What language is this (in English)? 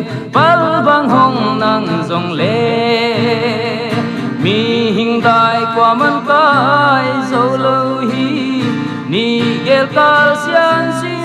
Paite Chin